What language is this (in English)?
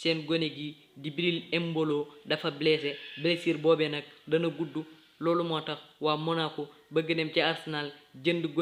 Wolof